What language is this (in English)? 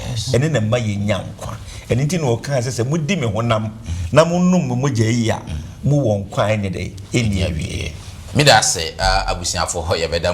Akan